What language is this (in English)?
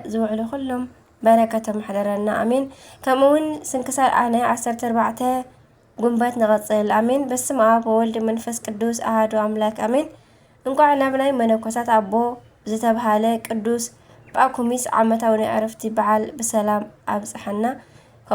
Tigrinya